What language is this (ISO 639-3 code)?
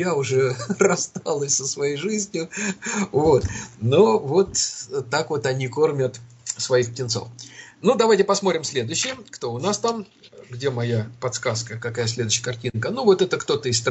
rus